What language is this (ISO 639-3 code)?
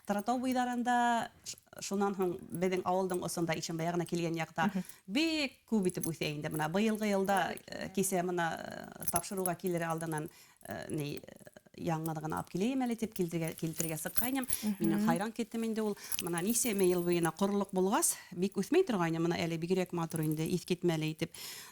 bak